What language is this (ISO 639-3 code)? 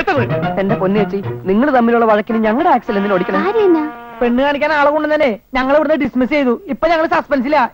mal